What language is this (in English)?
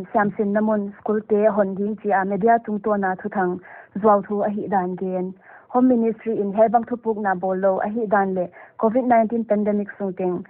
Paite Chin